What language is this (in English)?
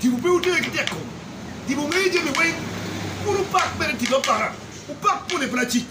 Acoli